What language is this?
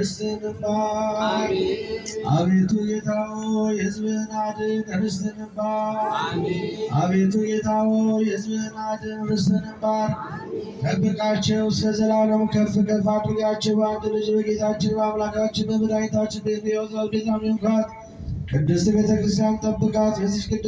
Amharic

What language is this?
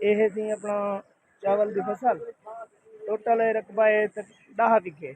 Saraiki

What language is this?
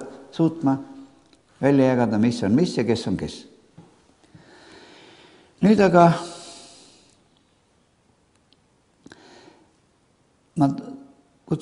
Estonian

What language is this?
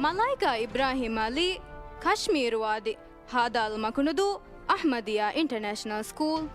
Divehi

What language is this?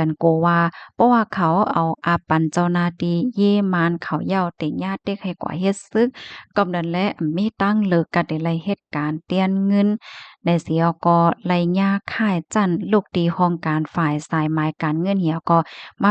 Shan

